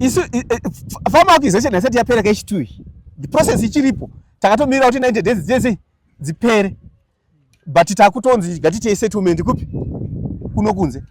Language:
Shona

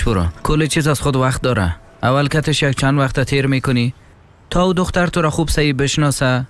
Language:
Persian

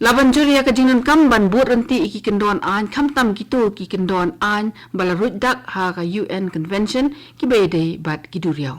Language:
Khasi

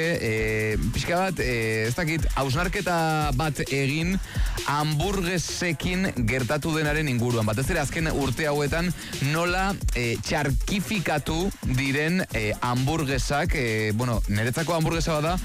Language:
Basque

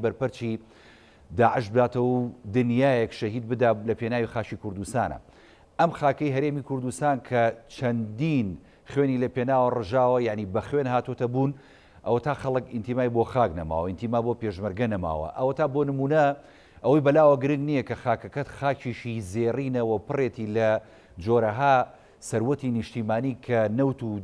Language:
Central Kurdish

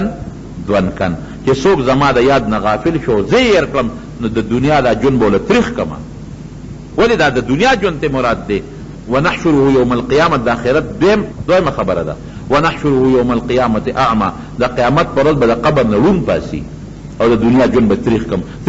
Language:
Pashto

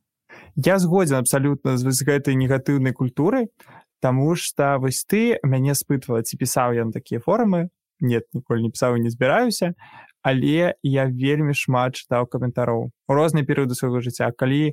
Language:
Belarusian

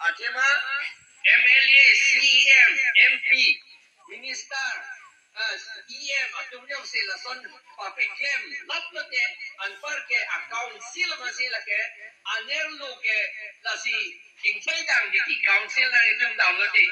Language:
Karbi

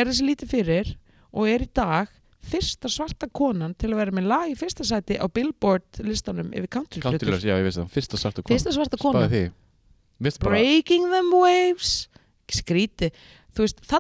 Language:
Icelandic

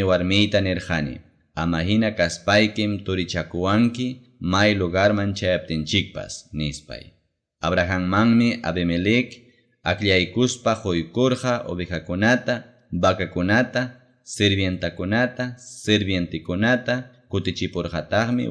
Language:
Ayacucho Quechua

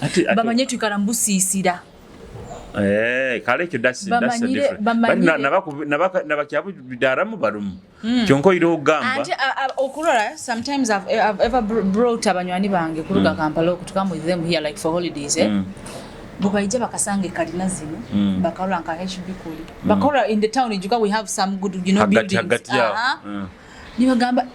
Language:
Nyoro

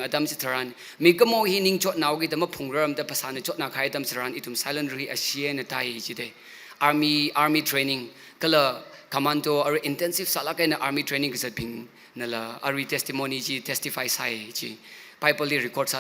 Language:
Tangkhul Naga (India)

